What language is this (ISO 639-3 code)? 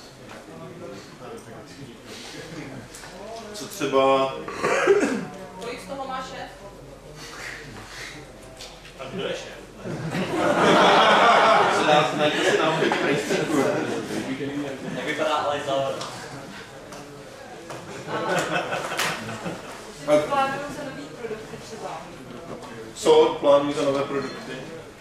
ces